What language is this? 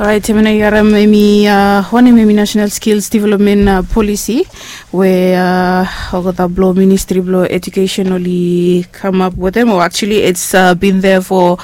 Bislama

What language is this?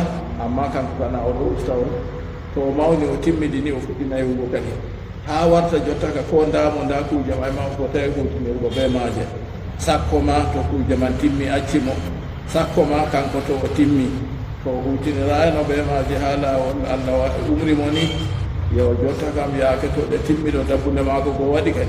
Fula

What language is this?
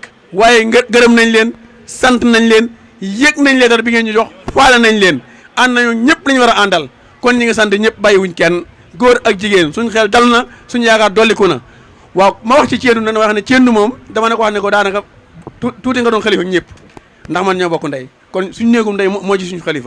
Wolof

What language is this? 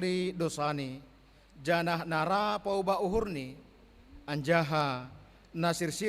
Batak Simalungun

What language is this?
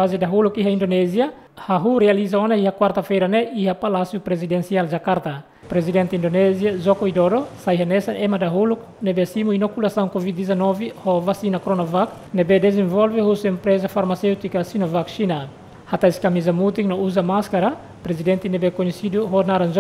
Tetum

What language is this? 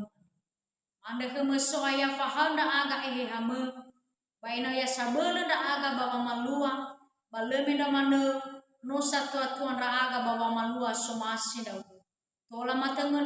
Nias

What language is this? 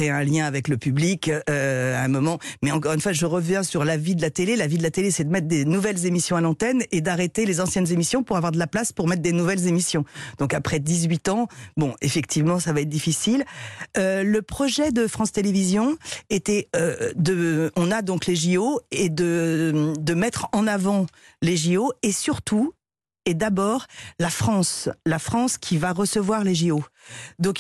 French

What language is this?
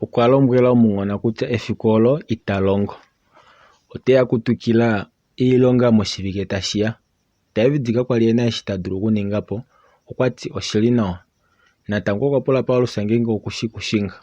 Kuanyama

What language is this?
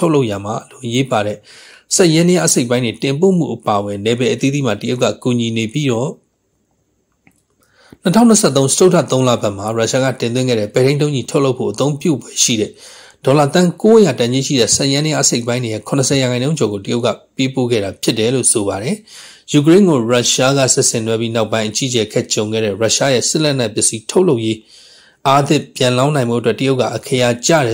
Burmese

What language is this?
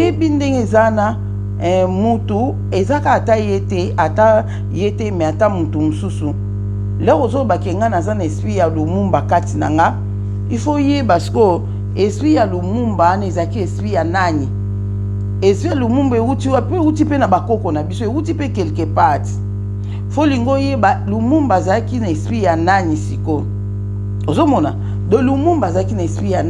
Lingala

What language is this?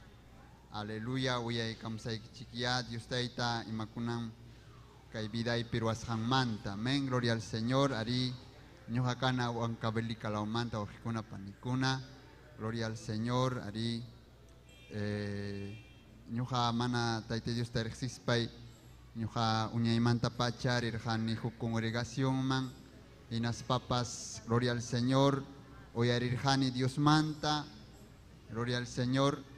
Ayacucho Quechua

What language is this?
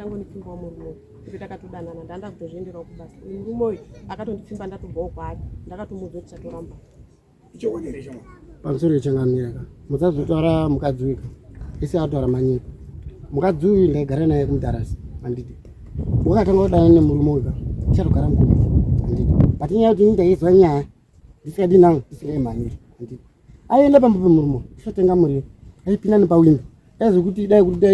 Shona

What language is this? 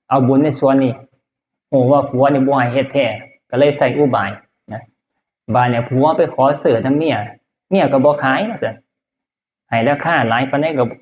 Northeastern Thai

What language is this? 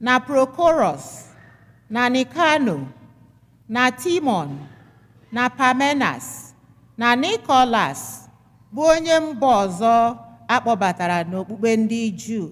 Igbo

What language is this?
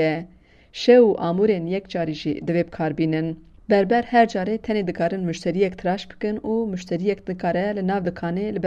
Kurdish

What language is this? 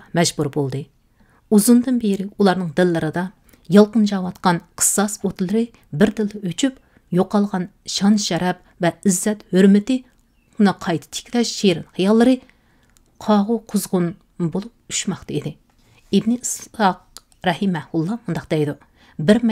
Uyghur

